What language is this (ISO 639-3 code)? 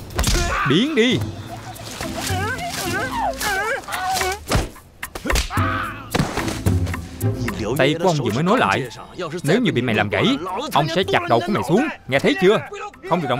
vie